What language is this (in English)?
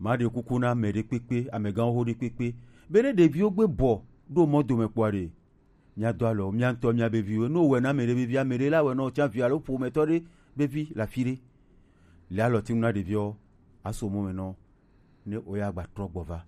Gen